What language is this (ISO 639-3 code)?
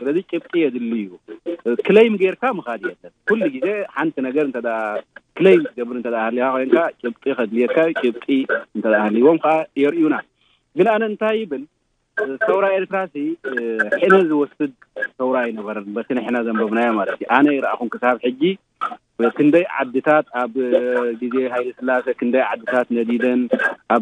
tir